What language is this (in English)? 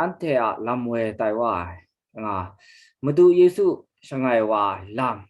Kachin